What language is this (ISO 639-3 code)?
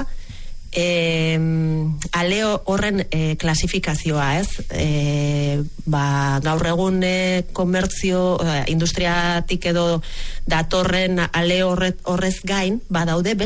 eus